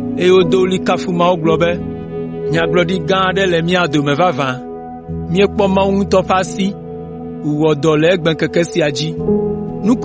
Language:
Ewe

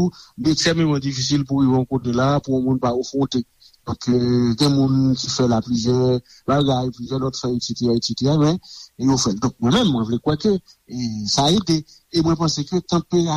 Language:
Haitian Creole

